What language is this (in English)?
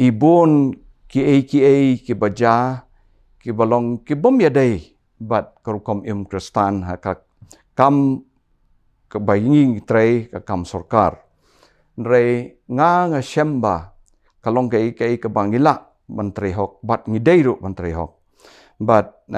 Khasi